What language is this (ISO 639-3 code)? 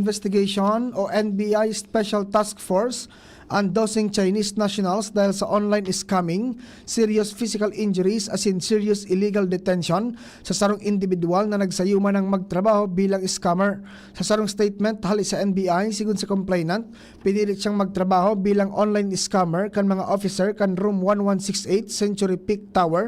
bik